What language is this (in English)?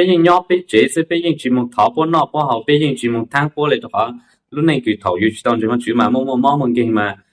Hmong